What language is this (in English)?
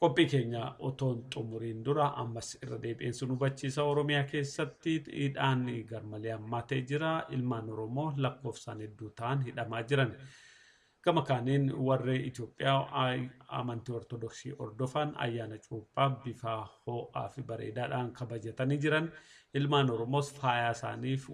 Oromo